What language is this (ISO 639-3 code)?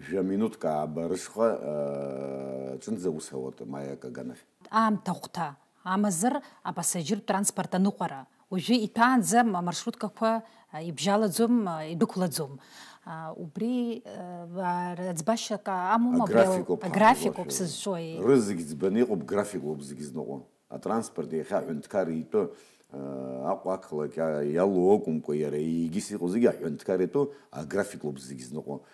abk